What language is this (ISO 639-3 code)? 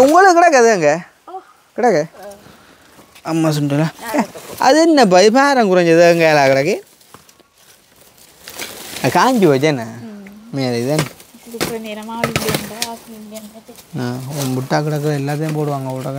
tam